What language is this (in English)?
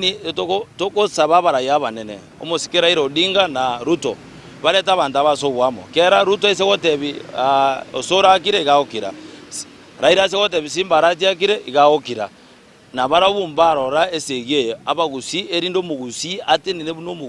Gusii